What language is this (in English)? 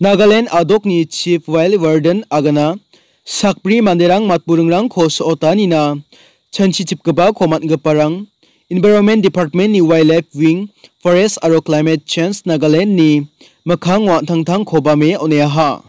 Garo